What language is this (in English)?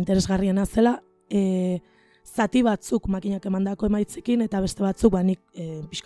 Basque